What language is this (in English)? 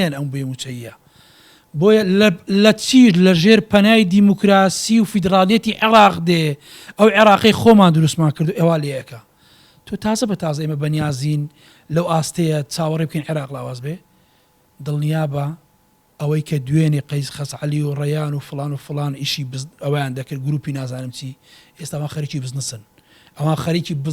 Central Kurdish